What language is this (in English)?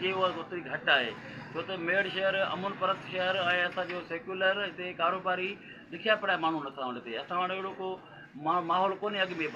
Sindhi